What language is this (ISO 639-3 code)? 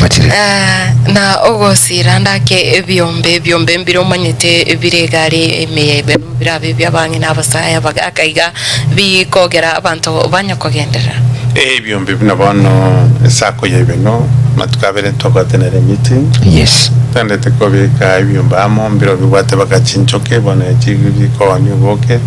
guz